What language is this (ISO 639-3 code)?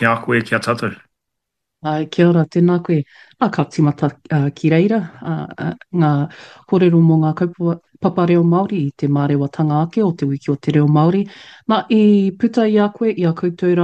mri